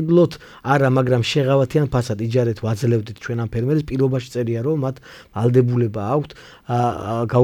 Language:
Georgian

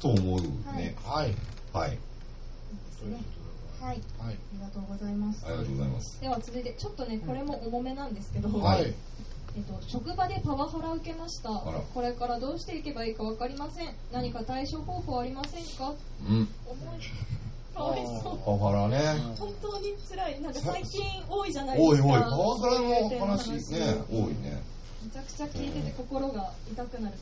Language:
Japanese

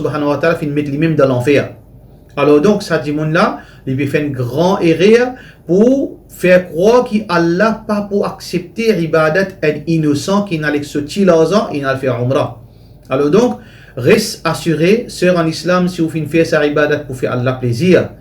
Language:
Morisyen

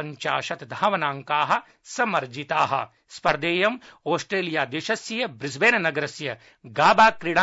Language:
Sanskrit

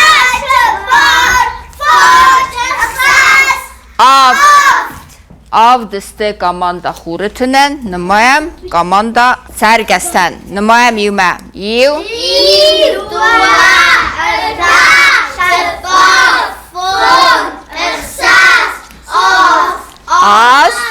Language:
Ossetic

